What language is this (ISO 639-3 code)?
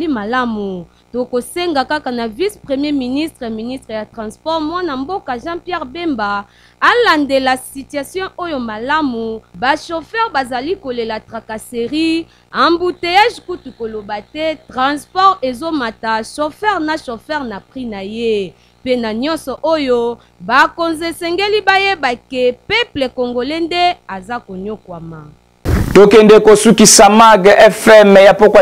lin